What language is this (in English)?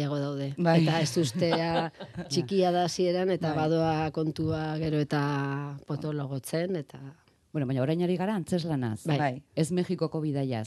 Basque